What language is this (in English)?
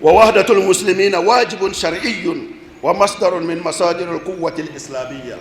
Bambara